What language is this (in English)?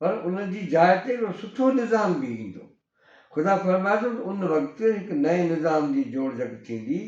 Sindhi